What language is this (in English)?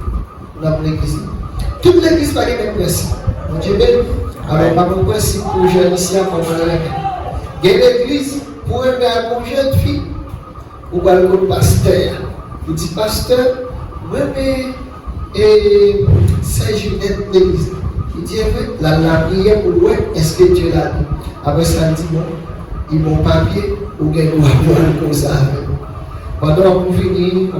Haitian Creole